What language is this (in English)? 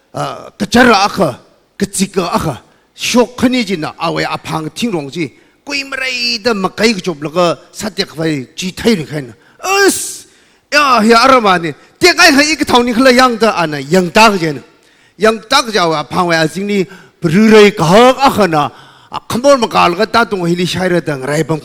Tangkhul Naga (India)